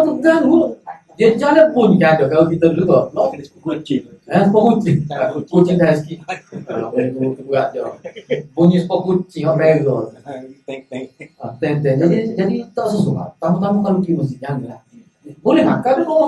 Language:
Malay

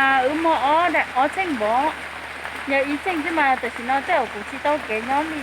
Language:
Hmong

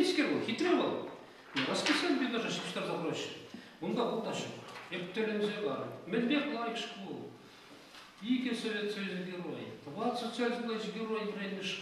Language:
Chuvash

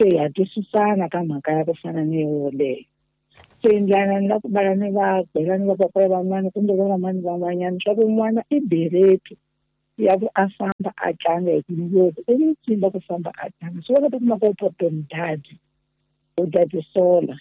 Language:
Tsonga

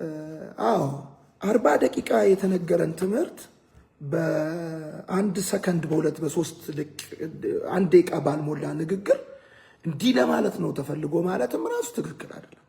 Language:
Amharic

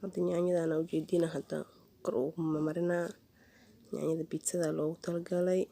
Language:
Somali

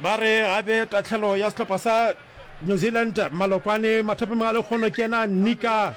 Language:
Northern Sotho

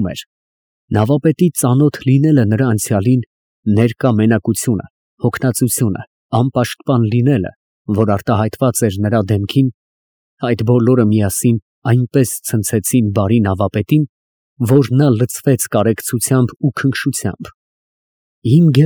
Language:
Armenian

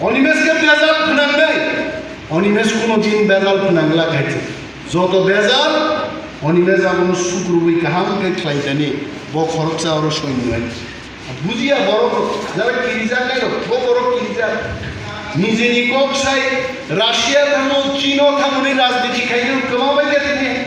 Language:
Kok Borok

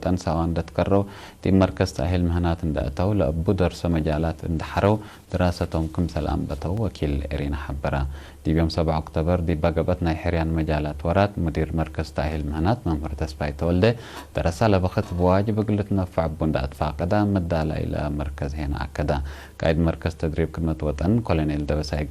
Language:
Tigre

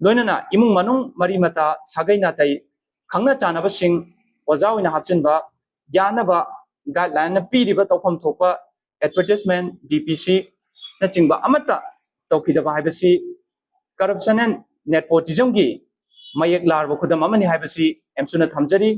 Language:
Manipuri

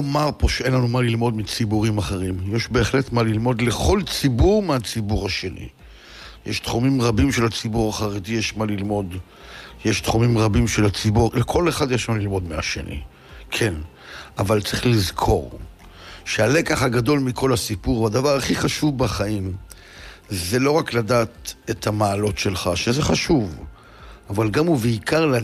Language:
Hebrew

